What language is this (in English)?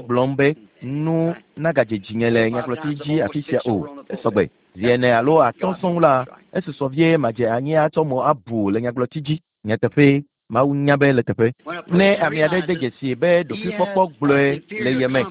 Ewe